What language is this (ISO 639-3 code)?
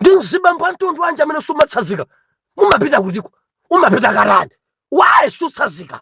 nya